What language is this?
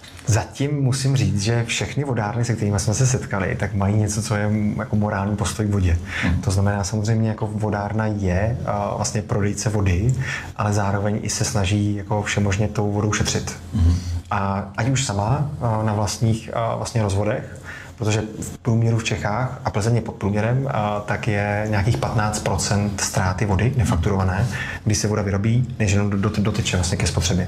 Czech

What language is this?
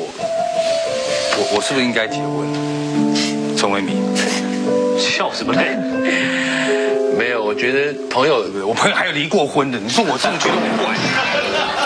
Chinese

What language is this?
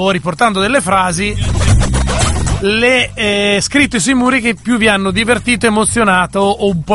Italian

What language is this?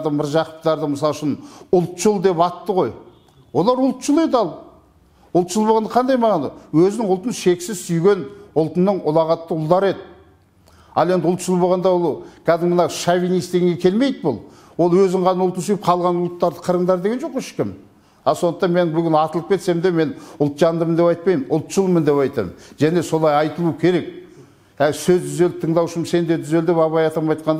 Kazakh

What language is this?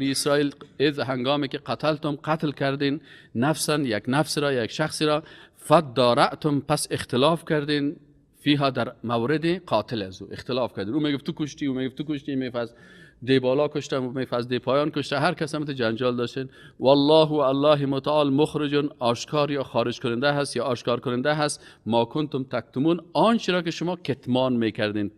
Persian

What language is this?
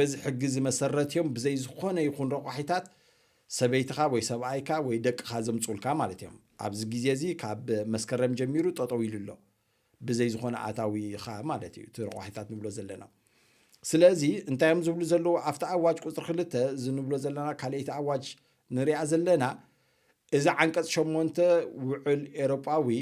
Tigrinya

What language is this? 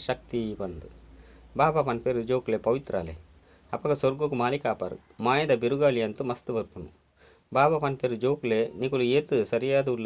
Tulu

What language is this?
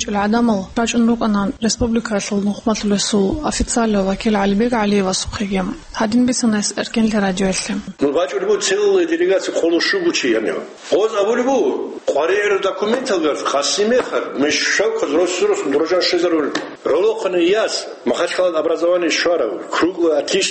Avaric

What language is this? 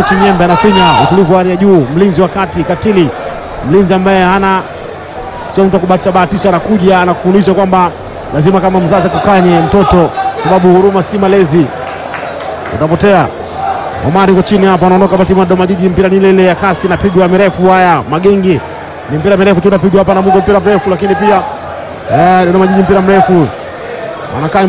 Swahili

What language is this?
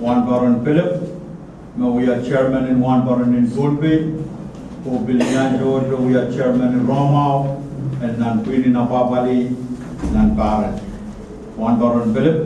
Pohnpeian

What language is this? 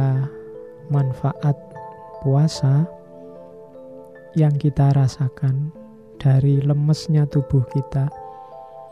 Indonesian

